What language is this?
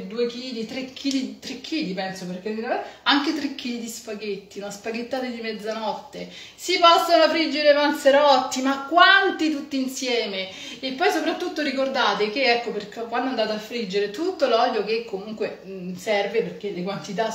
Italian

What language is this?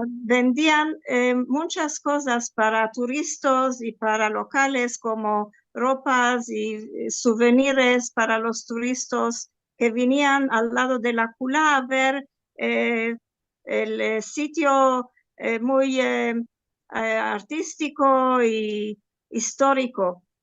Ladino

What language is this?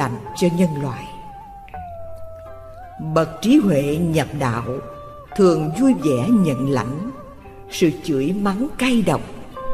Vietnamese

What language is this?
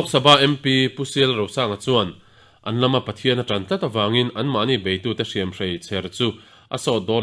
Mizo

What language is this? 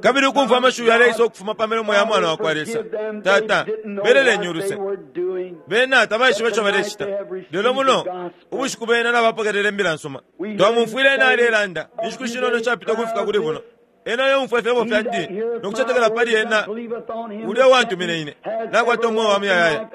Bemba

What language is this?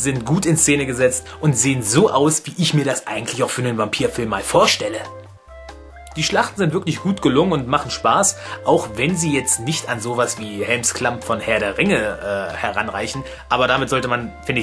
German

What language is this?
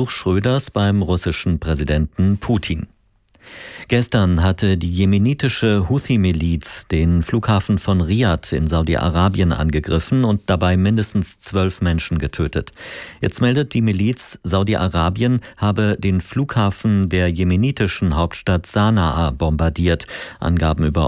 German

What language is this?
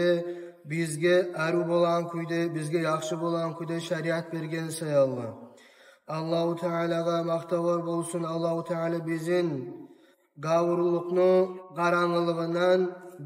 Kumyk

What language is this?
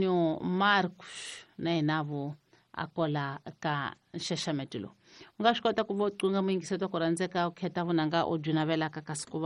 Tsonga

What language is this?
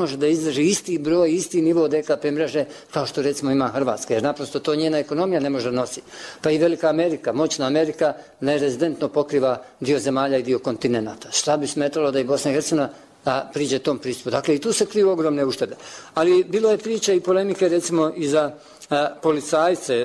Bosnian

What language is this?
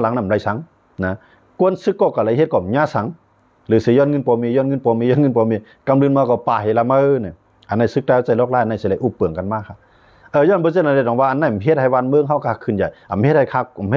Shan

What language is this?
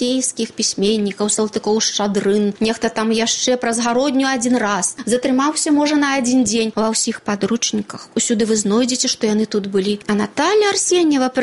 Belarusian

